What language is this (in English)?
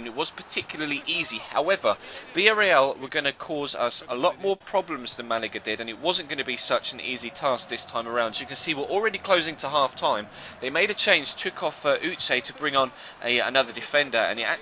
English